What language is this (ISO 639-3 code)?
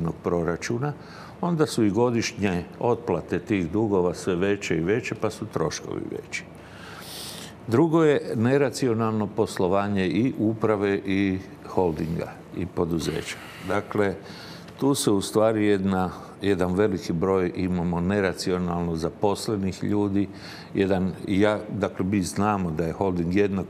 hrv